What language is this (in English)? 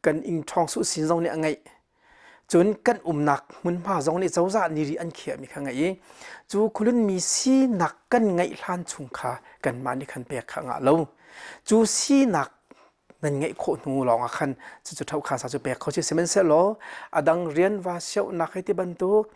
Hakha Chin